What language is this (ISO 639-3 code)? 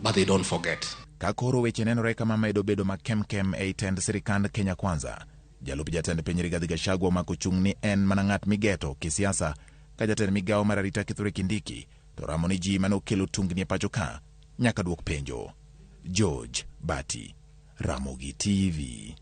luo